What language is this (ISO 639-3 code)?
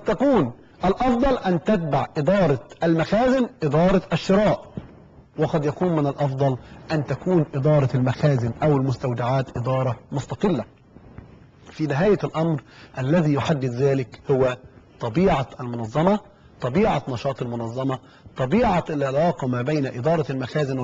ara